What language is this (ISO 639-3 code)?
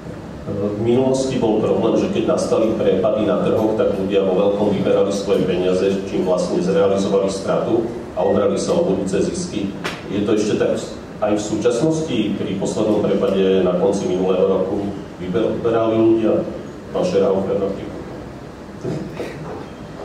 slk